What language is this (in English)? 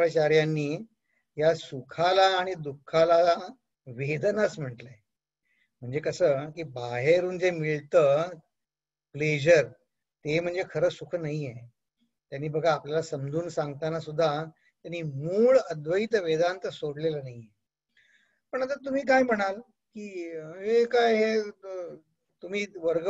Marathi